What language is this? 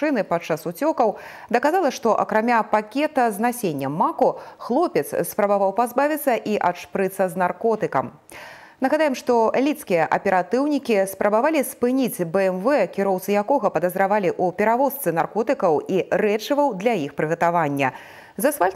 Belarusian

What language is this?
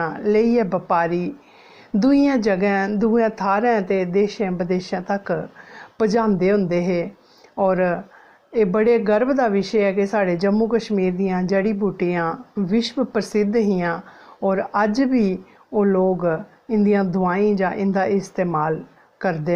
Dogri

